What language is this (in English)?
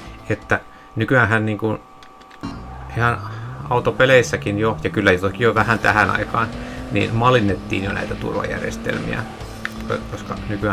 Finnish